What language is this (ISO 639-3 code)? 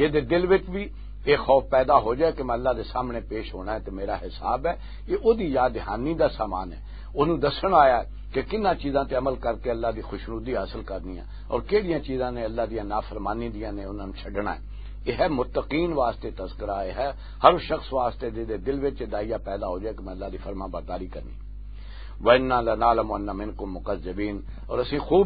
lah